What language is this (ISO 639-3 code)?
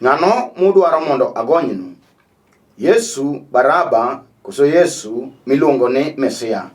luo